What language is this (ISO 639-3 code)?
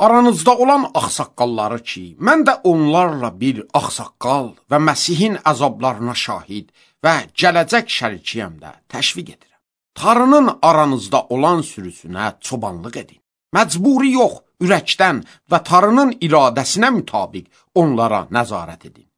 aze